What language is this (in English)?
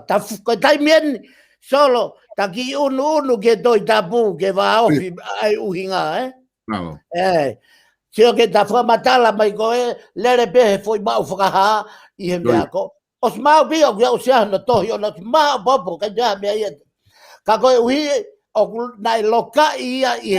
Tongan